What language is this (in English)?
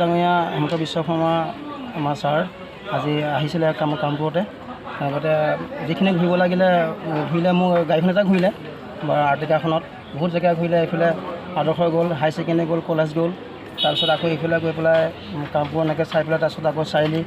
Assamese